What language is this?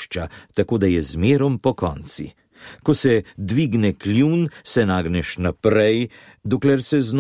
Slovenian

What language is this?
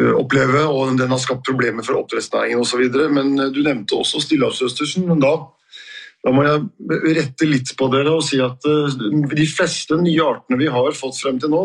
Norwegian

